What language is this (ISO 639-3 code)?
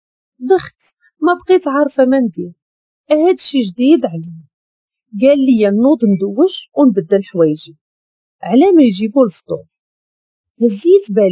ary